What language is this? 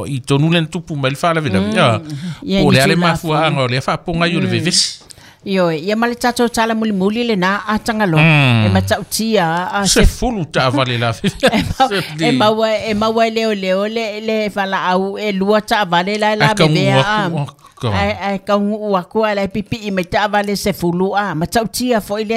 Samoan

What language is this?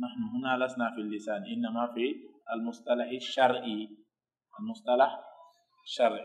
Pular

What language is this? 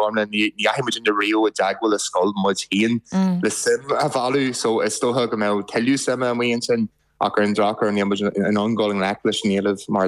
Irish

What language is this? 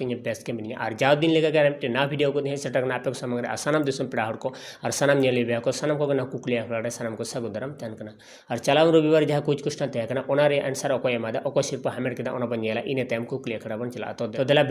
Santali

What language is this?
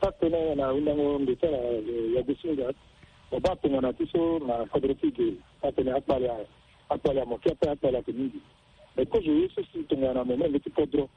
Sango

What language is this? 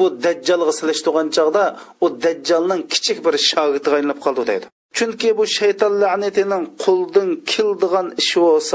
Uyghur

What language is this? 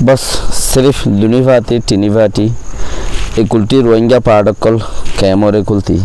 Rohingya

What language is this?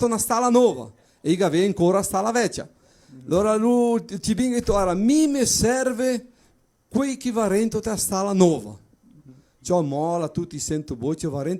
Venetian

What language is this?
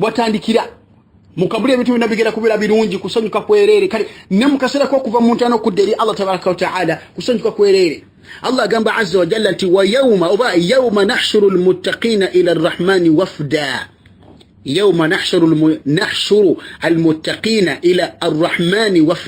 Ganda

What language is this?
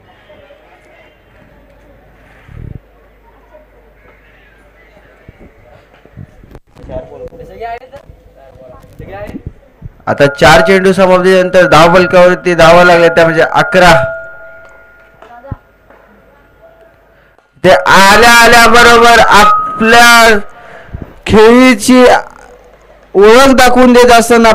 Marathi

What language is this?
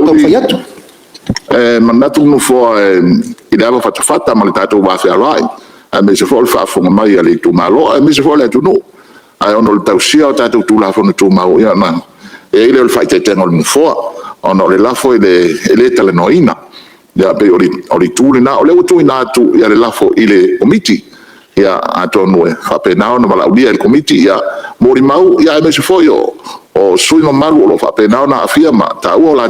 Samoan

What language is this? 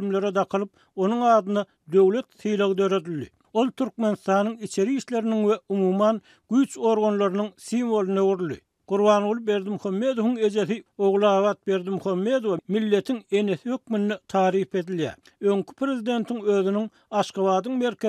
Turkmen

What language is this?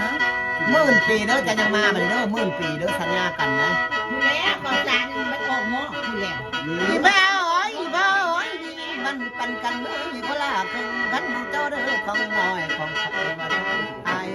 Northeastern Thai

